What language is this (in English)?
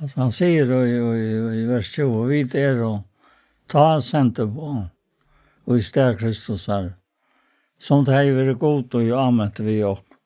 Faroese